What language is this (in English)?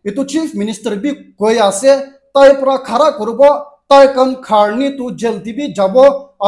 Naga Pidgin